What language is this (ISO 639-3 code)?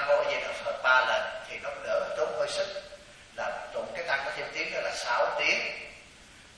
vie